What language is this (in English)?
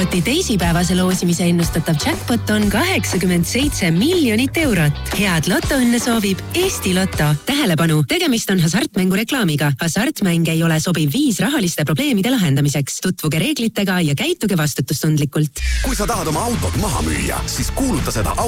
Estonian